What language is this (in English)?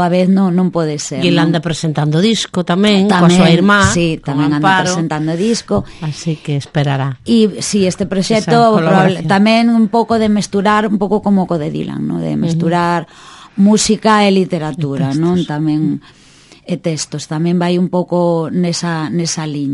Galician